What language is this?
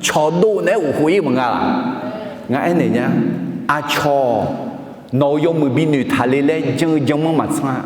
Akha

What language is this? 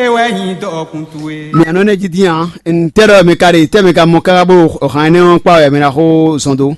Fon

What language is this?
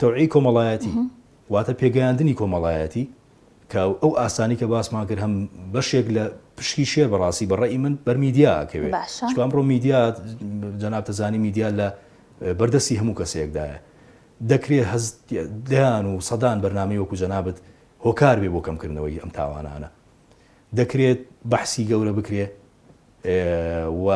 Central Kurdish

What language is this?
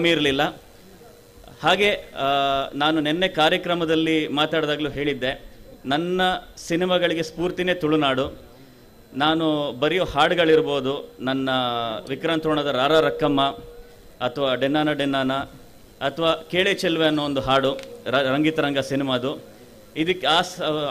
Kannada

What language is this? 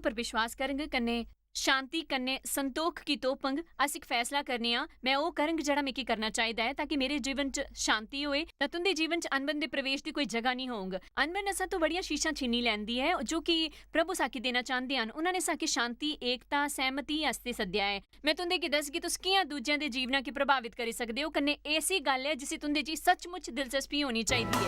Dogri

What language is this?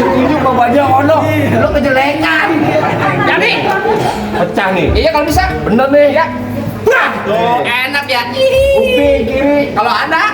Betawi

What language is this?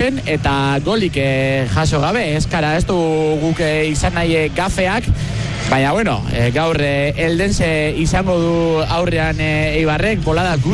Basque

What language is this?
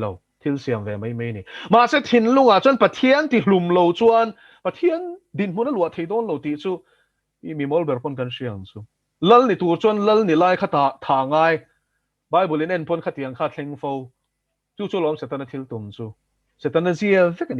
Mizo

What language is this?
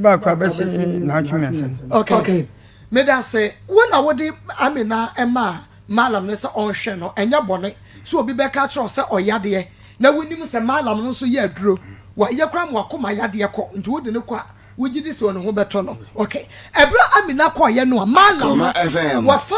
Akan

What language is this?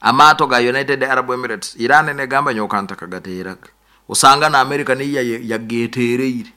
Nyankole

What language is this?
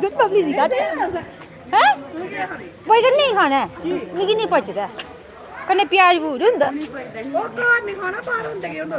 Dogri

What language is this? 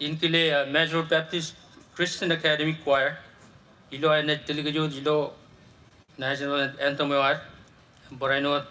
Marshallese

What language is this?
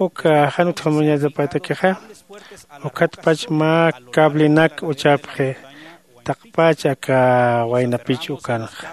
Aymara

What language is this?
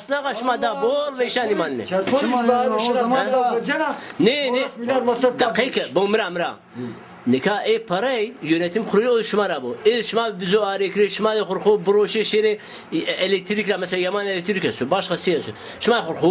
Zaza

